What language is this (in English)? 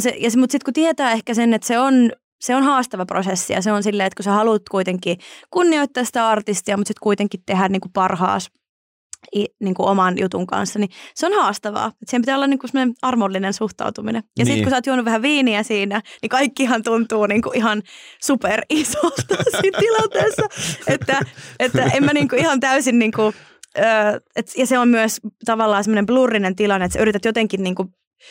Finnish